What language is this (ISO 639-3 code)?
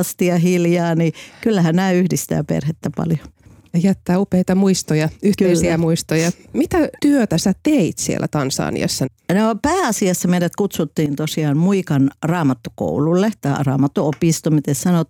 fin